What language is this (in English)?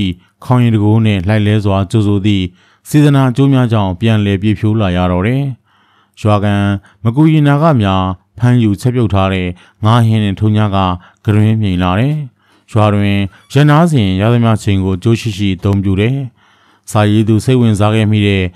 Burmese